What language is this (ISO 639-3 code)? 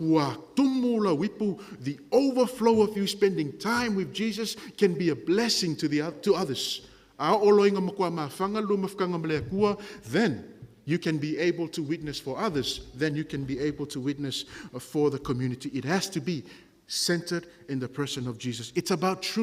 smo